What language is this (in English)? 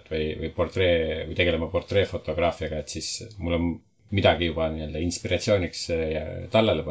Estonian